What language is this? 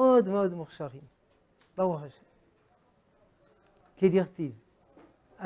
Hebrew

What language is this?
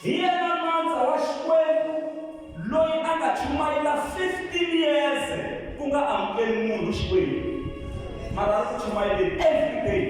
Tsonga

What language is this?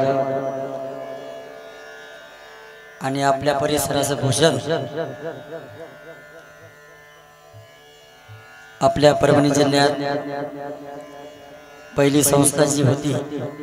Marathi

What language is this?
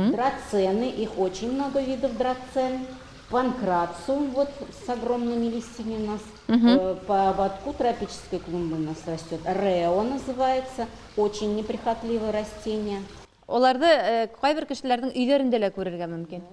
Bashkir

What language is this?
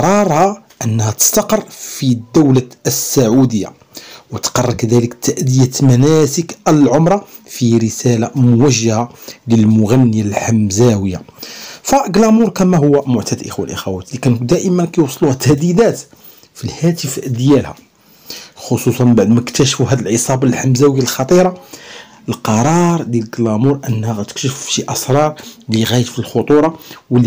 Moroccan Arabic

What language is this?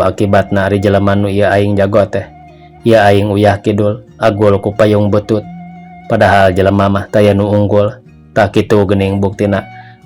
Sundanese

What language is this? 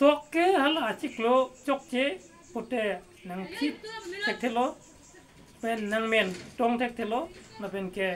Karbi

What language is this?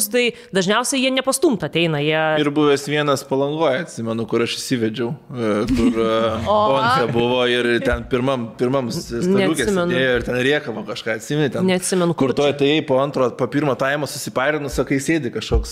Lithuanian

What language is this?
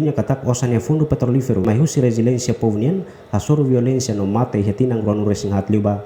Tetum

